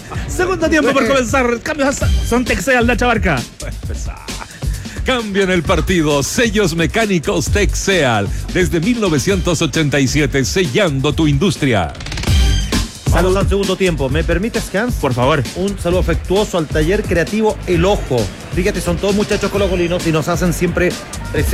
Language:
Spanish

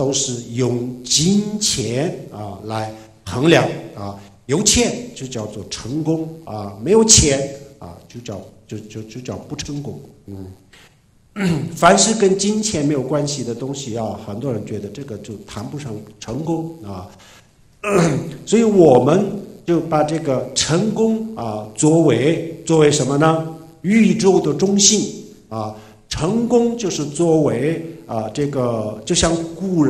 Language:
Chinese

